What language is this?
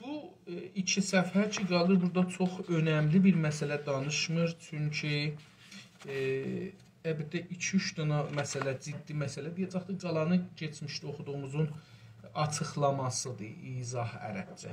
South Azerbaijani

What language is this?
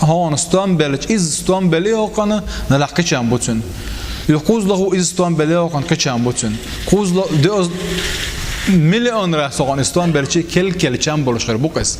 Chechen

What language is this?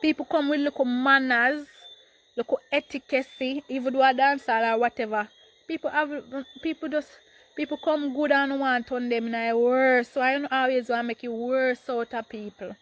Jamaican Creole English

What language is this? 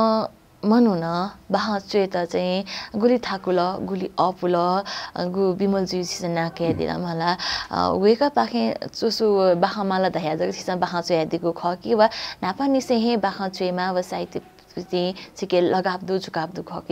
Newari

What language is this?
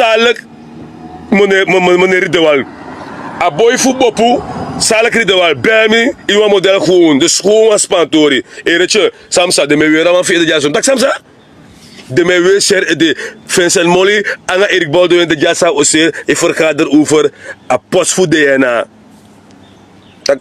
Sranan Tongo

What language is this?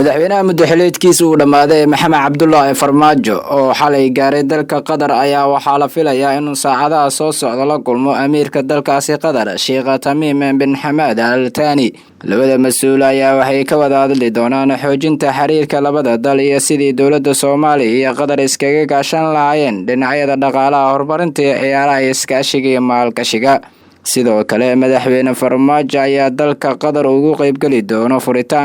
Somali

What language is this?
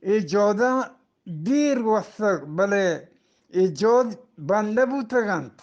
Eastern Balochi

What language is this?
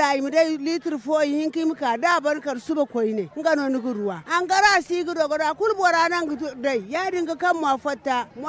Zarma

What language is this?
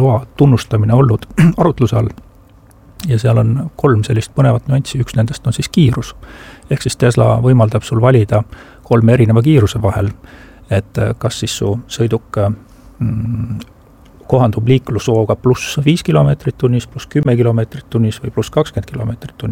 Estonian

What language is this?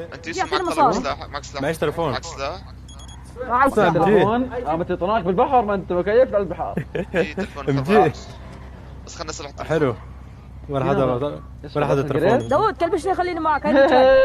North Levantine Arabic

